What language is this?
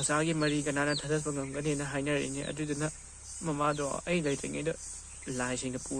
Manipuri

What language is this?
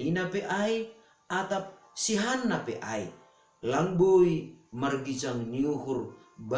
Batak Simalungun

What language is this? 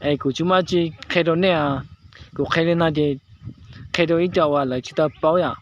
Hmong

